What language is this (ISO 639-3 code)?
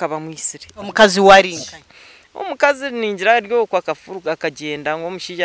nyn